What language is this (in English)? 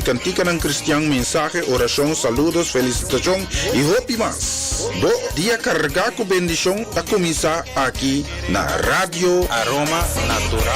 Papiamento